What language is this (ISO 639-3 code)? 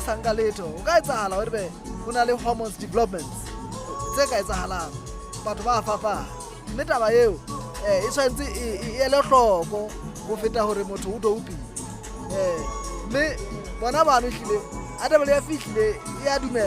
sot